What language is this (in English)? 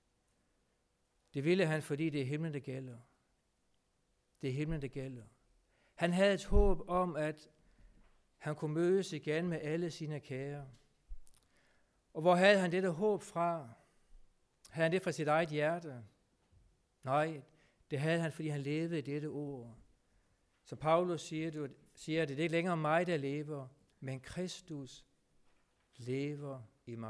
Danish